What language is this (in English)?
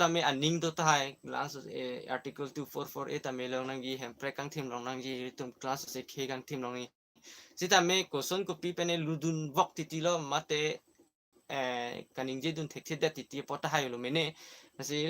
Karbi